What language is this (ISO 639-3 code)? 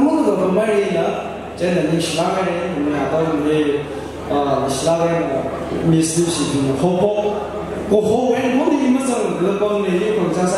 nmf